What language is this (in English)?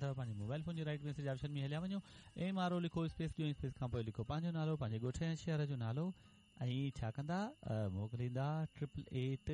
Sindhi